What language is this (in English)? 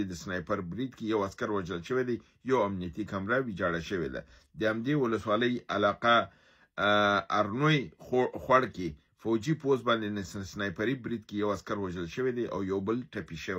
Pashto